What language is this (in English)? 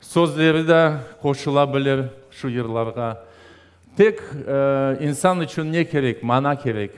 Crimean Tatar